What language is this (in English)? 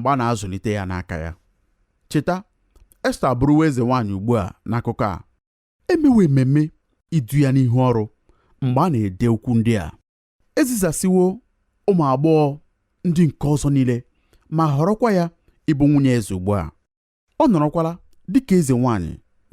Igbo